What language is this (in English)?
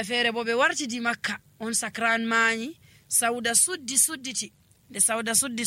Nigerian Fulfulde